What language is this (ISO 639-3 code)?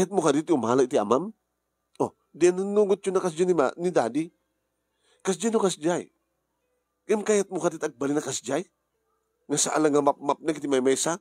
ilo